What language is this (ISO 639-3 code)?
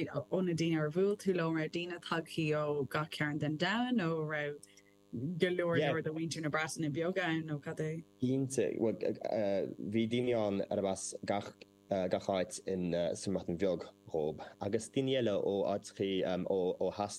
gle